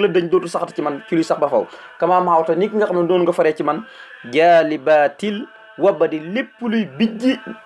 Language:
Wolof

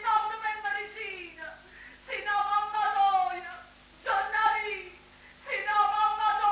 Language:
Neapolitan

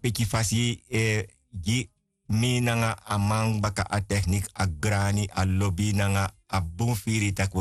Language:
Sranan Tongo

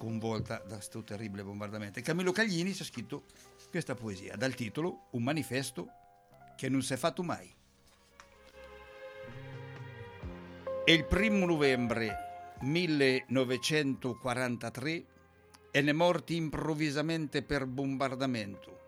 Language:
Italian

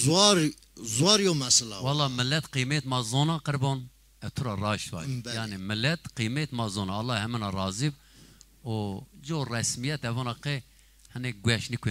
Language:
Zaza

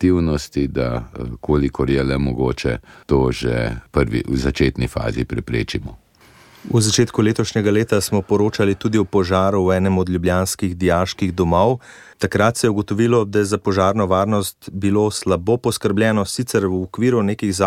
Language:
Slovenian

